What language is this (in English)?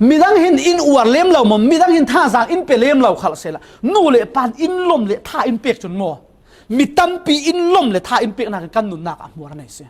Falam Chin